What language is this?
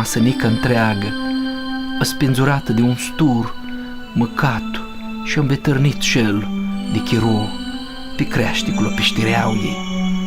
Aromanian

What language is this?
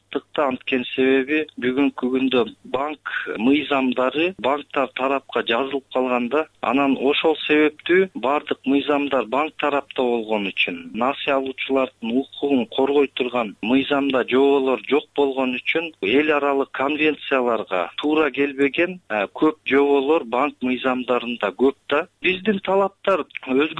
Kyrgyz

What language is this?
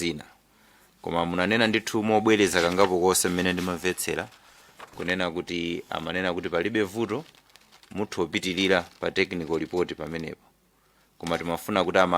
Nyanja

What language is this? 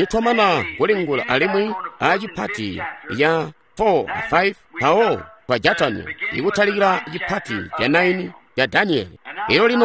Tonga (Zambia)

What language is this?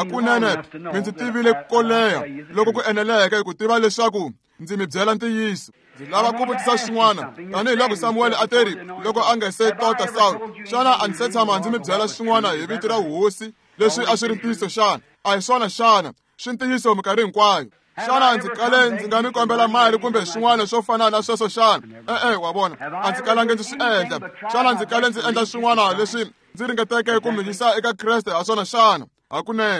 Tsonga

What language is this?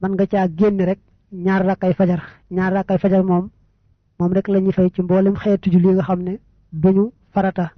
Wolof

